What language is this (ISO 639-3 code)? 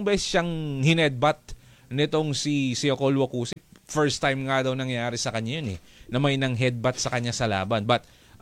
fil